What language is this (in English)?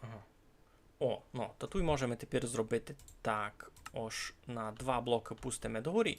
Rusyn